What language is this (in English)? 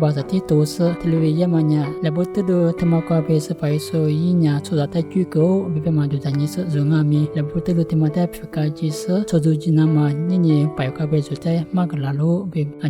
Lisu